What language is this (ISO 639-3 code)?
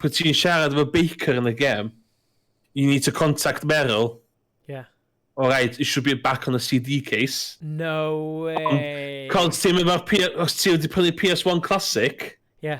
cym